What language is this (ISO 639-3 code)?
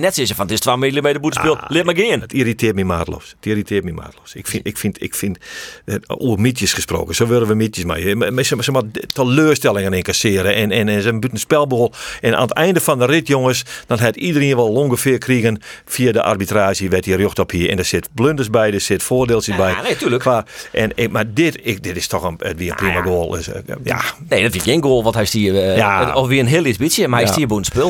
fry